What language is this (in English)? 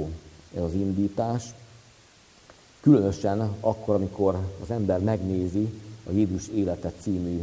Hungarian